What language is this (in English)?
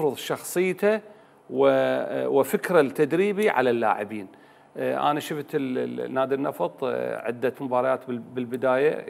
Mesopotamian Arabic